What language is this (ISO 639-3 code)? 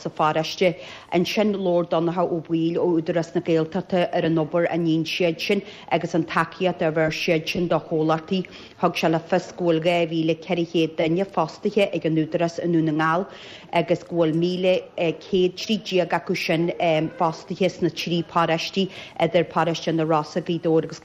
gle